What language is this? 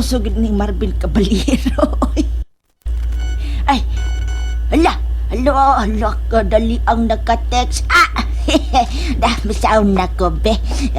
Cebuano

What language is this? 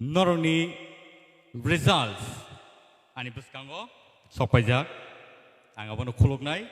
Kok Borok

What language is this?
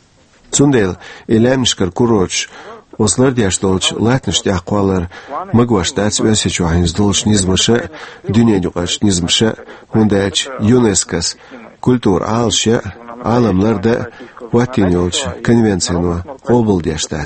Chechen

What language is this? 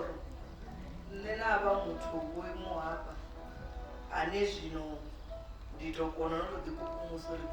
Venda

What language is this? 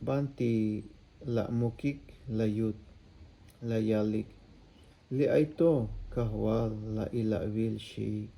Tzeltal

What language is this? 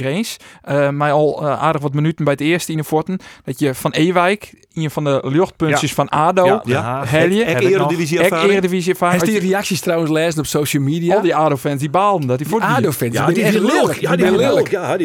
Western Frisian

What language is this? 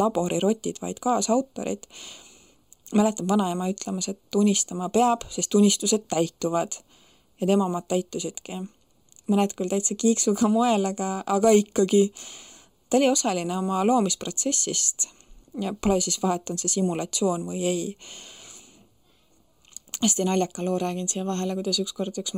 Estonian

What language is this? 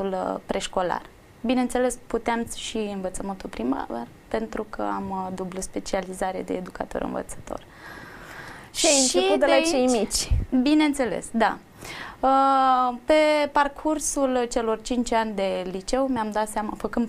Romanian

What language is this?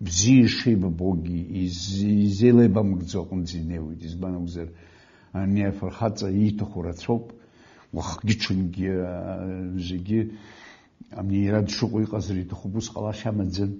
Abkhazian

